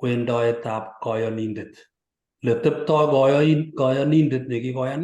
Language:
Kalenjin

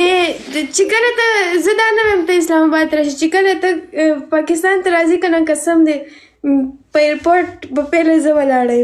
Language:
Pashto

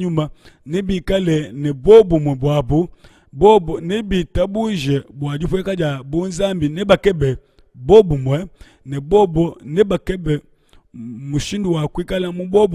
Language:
Luba-Lulua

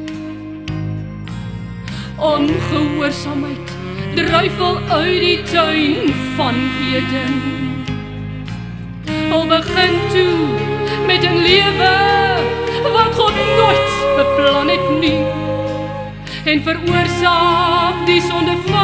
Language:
Afrikaans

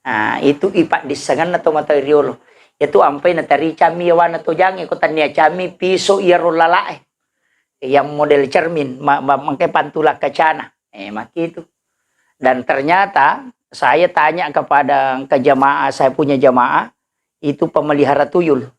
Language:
Buginese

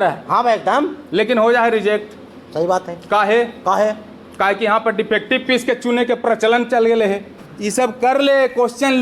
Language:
Magahi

